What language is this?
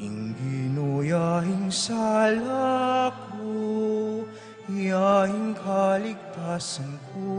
Pampanga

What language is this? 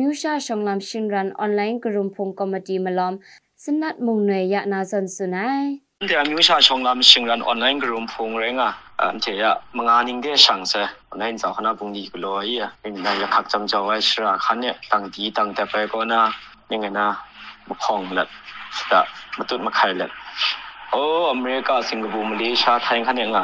Kachin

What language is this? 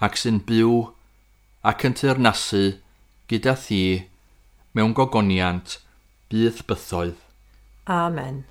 Welsh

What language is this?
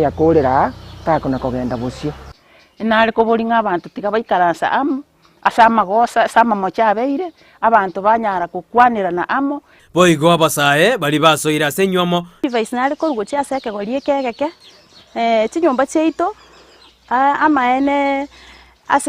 Gusii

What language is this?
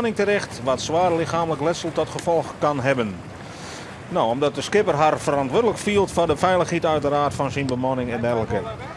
Western Frisian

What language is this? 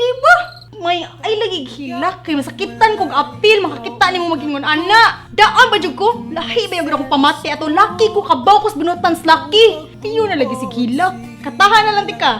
Cebuano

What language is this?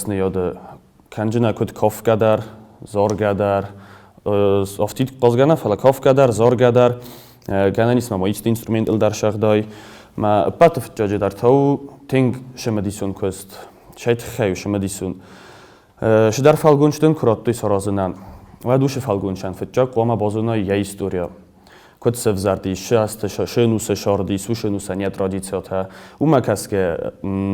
Ossetic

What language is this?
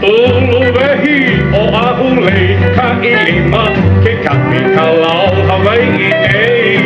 Hawaiian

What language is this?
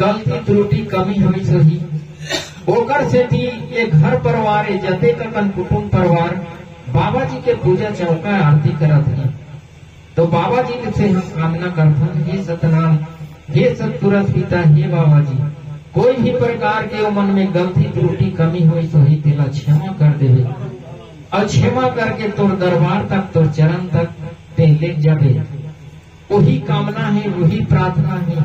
Chhattisgarhi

